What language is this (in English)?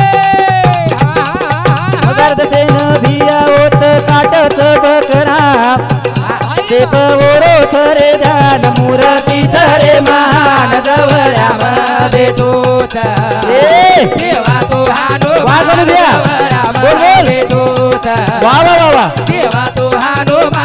Lambadi